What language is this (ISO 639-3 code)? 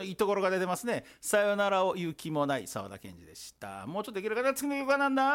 jpn